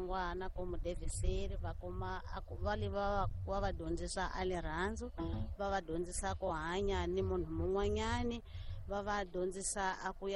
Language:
Tsonga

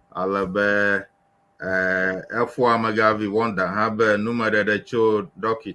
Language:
Ewe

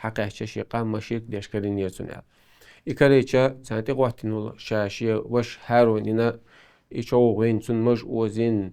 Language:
Chechen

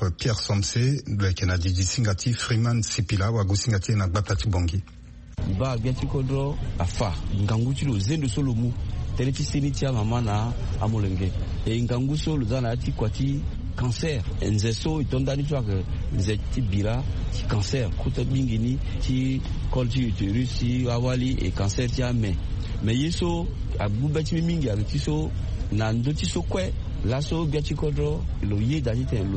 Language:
Sango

